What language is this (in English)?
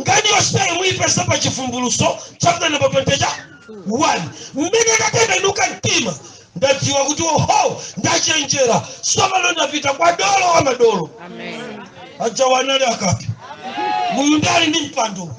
Nyanja